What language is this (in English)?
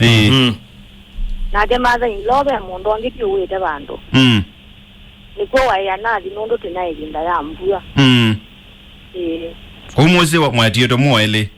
Kamba